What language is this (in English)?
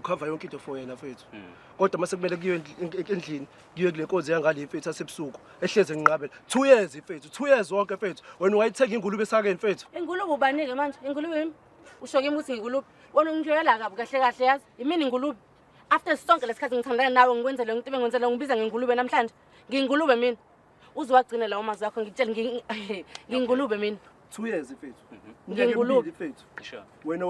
Zulu